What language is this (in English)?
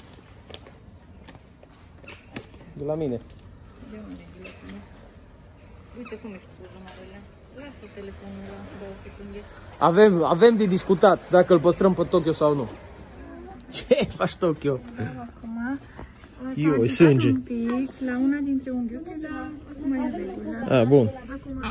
Romanian